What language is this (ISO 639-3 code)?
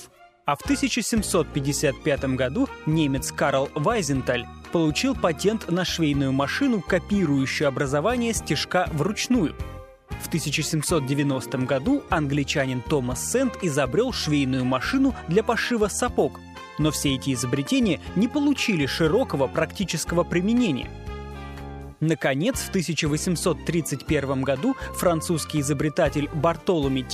rus